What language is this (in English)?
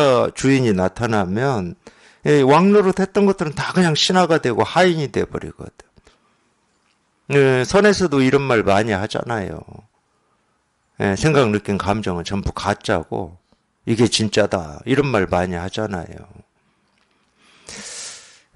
Korean